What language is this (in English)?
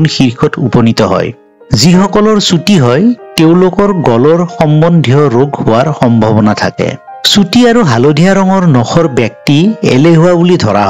Assamese